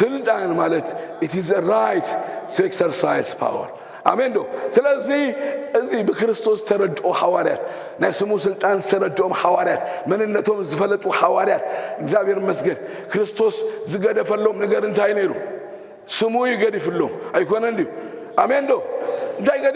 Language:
Tigrinya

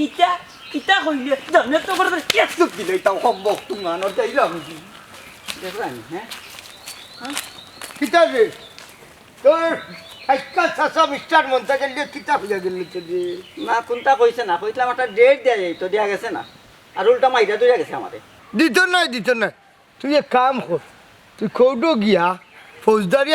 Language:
Sylheti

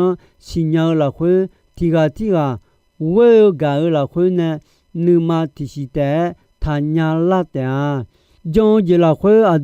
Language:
Akha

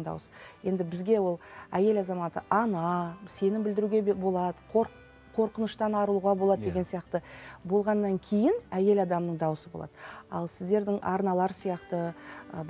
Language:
Kazakh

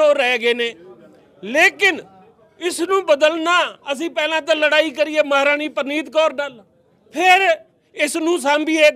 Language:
Punjabi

